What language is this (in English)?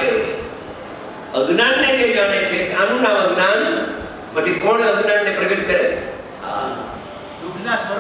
Gujarati